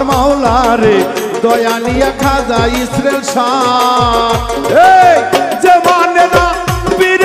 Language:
Bangla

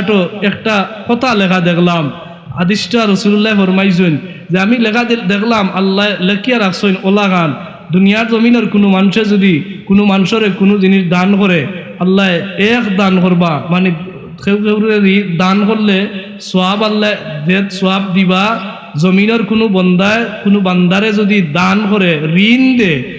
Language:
Sylheti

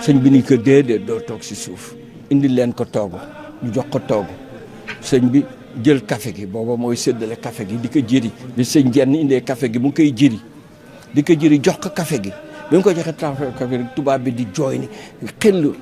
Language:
Wolof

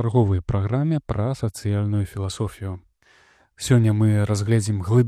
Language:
Belarusian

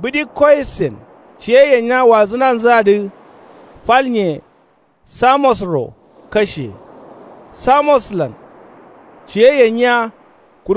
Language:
Kanuri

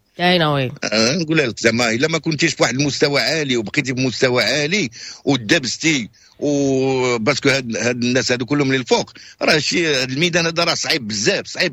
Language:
Moroccan Arabic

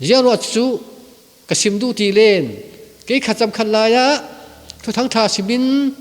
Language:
Falam Chin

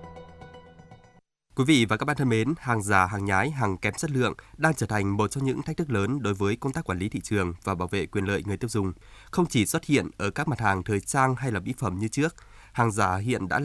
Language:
Vietnamese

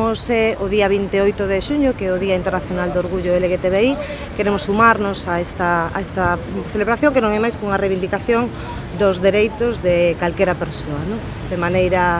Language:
Galician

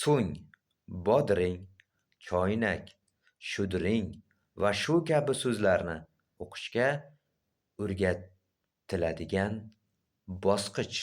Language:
Uzbek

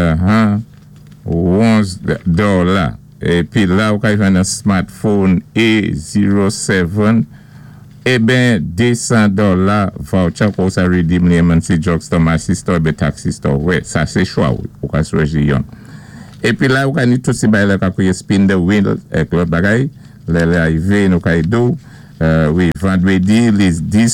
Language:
Saint Lucian Creole French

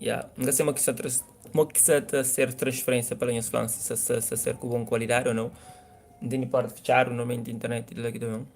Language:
Kabuverdianu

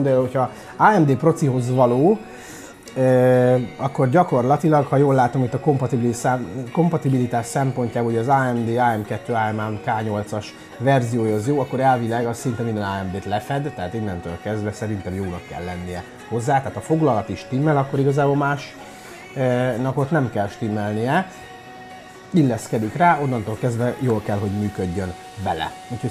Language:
Hungarian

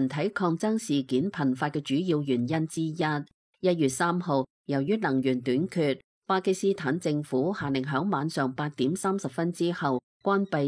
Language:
Cantonese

